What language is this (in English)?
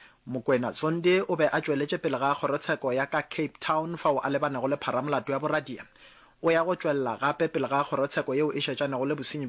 Northern Sotho